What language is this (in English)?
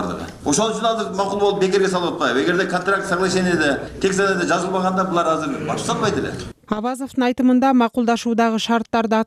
Kyrgyz